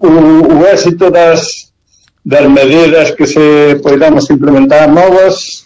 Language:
Galician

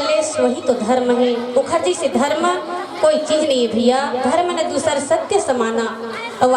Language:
Chhattisgarhi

